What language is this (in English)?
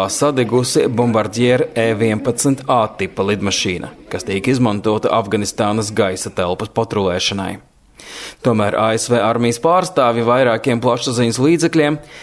Latvian